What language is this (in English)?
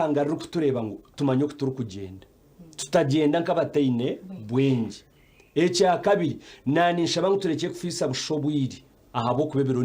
Nyankole